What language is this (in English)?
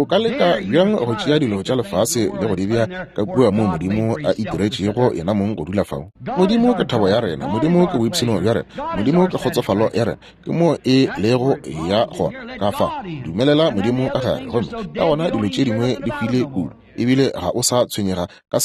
Northern Sotho